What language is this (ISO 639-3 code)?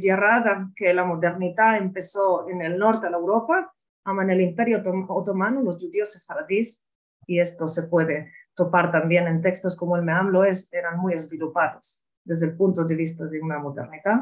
lad